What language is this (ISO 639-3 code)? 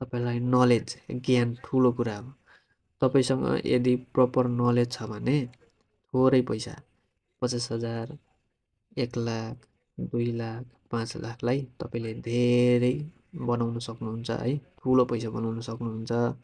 nep